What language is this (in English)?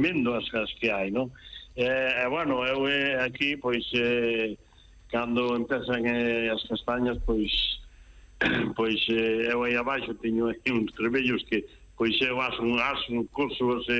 Galician